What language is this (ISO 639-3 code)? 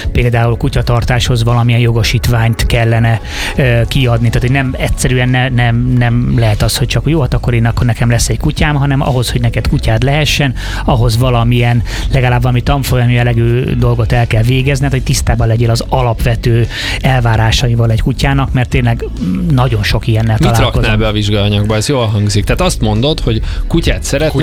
hun